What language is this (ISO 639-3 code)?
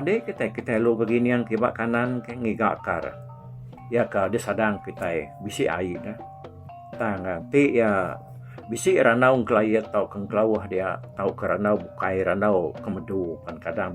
iba